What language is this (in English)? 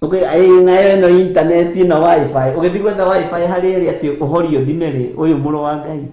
Kikuyu